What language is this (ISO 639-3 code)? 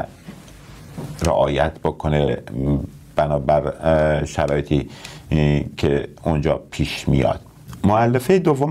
fas